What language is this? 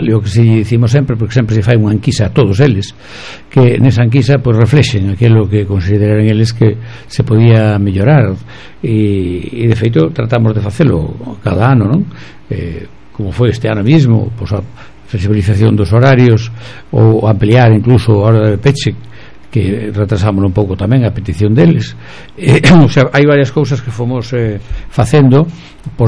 Galician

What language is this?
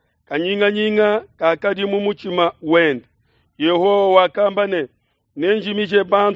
Luba-Lulua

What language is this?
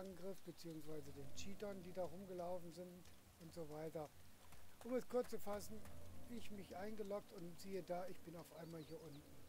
German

